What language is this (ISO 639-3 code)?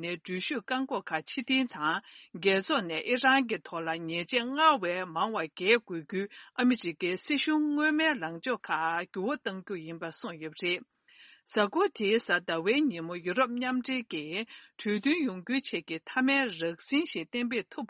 bod